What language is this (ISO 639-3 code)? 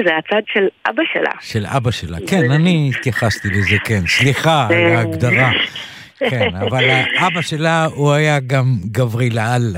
heb